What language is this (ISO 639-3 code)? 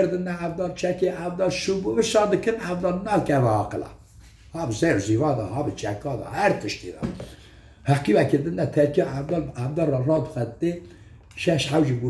kur